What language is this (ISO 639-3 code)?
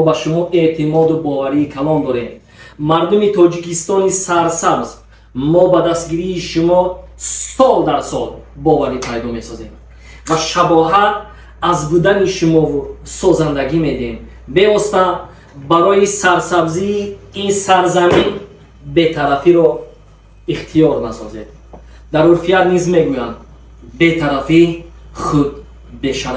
tgk